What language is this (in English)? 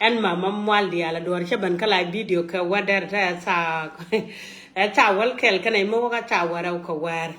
Nuer